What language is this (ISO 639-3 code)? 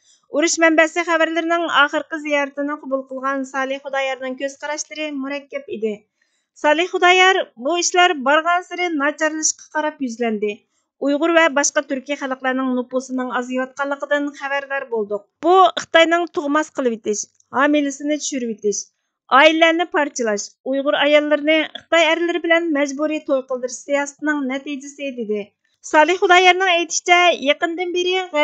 uig